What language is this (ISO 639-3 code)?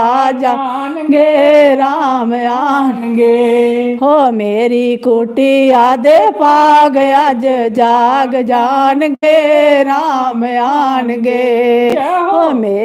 doi